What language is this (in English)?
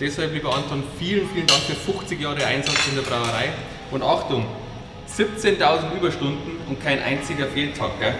Bavarian